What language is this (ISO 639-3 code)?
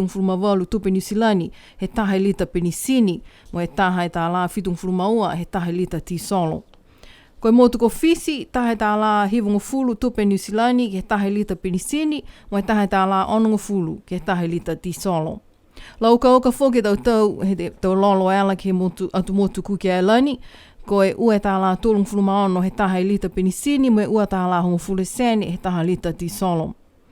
niu